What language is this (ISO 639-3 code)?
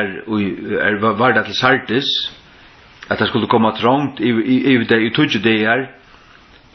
fao